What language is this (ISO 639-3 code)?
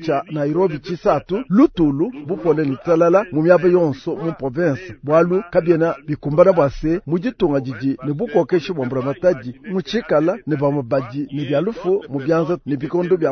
lua